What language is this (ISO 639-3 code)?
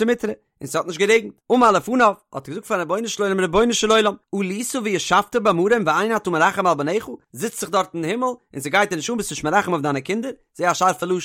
yid